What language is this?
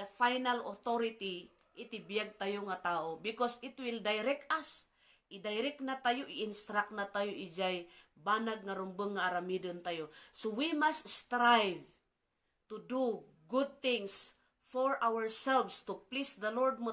Iloko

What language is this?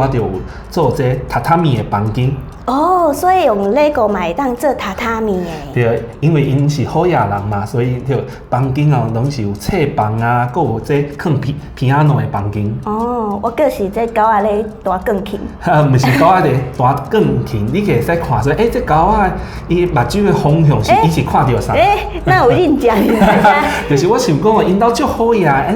Min Nan Chinese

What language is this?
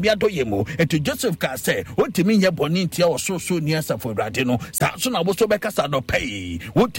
Akan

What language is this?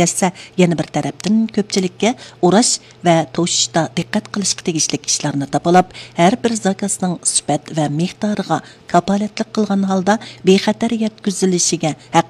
Uyghur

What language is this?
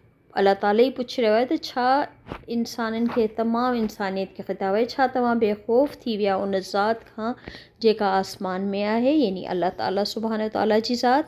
Sindhi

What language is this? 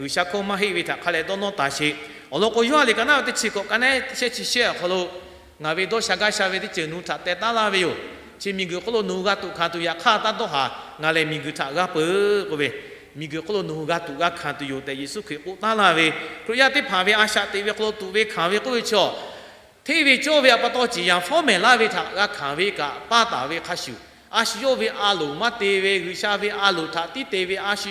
Lahu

